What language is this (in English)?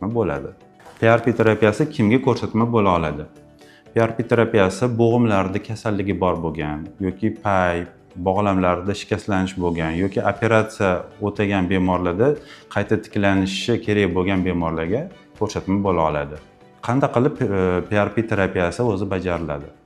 Uzbek